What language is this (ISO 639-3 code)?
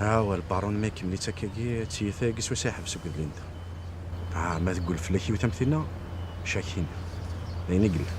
kab